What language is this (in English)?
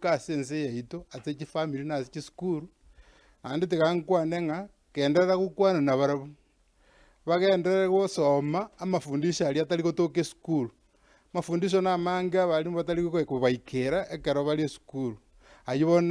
Gusii